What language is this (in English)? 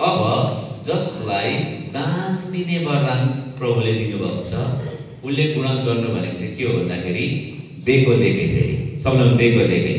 Nepali